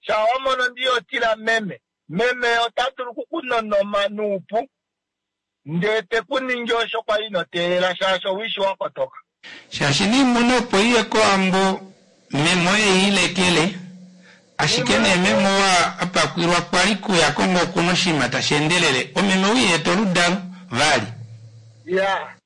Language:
Kuanyama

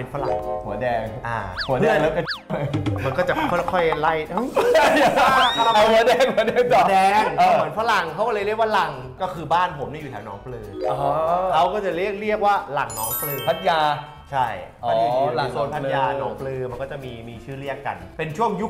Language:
Thai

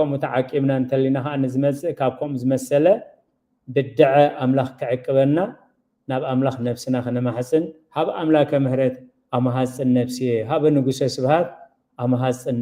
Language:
Tigrinya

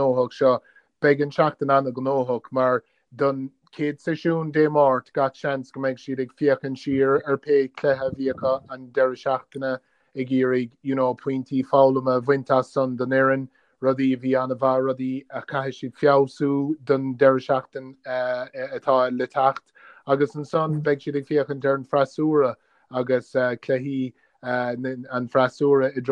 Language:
Irish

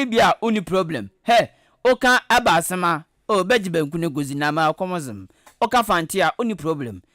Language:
Akan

